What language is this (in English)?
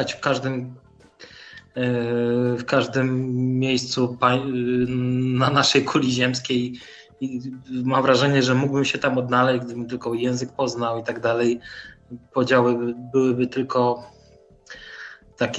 Polish